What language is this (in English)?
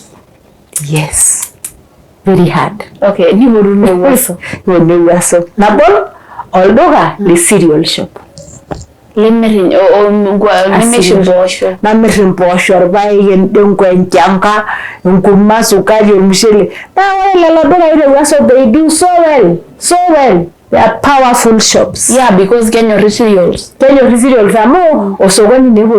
Masai